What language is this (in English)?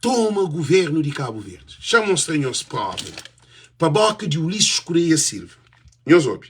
Kabuverdianu